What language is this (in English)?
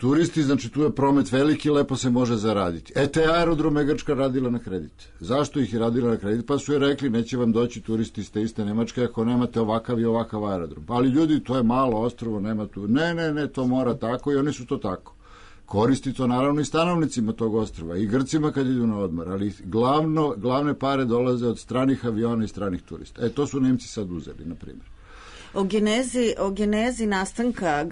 Serbian